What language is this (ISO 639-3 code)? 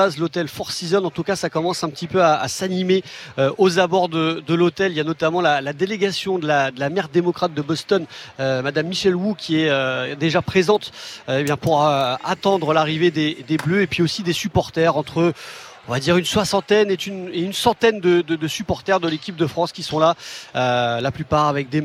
fra